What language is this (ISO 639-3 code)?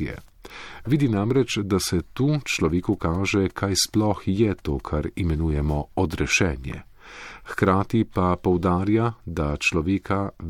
slv